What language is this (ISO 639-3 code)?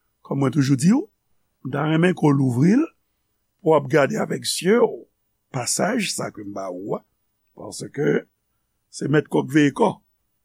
hat